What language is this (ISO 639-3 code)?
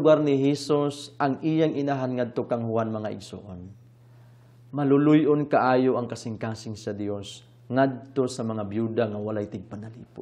ceb